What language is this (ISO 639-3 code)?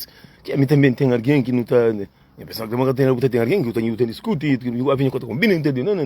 kea